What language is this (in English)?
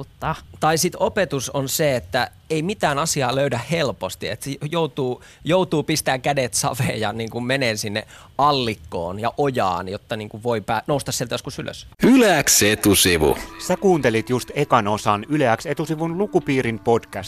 Finnish